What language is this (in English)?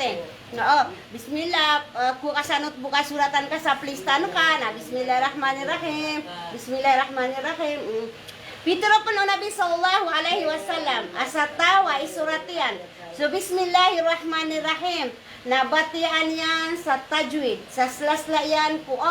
Maranao